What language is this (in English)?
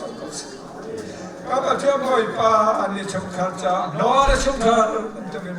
Hakha Chin